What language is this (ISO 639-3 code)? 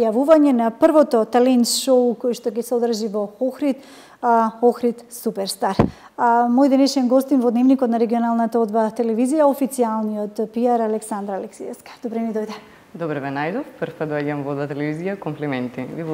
mkd